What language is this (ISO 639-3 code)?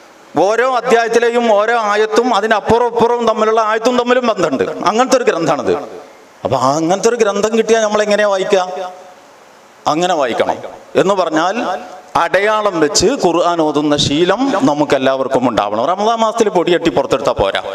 mal